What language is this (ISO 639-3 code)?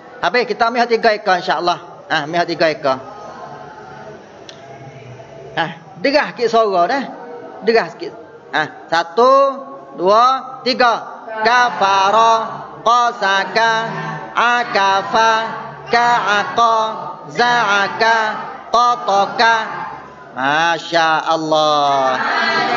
msa